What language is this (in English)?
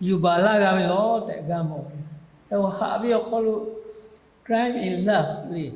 Lahu